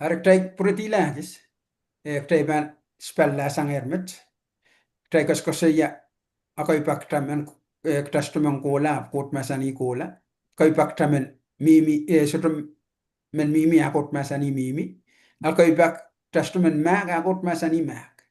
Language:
Pohnpeian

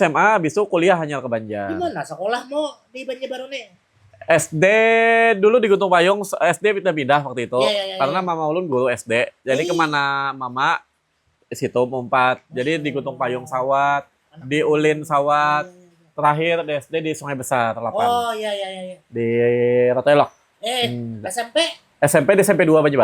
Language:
Banjar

